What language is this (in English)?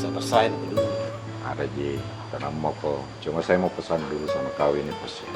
Makassar Malay